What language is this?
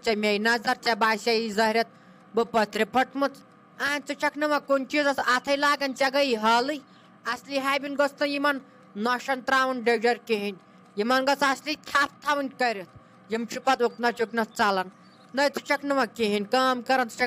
Kashmiri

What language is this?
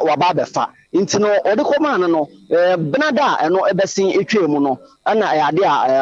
Akan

